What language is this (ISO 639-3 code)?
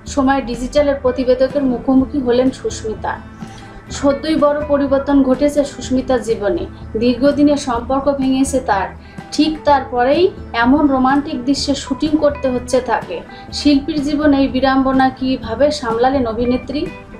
ben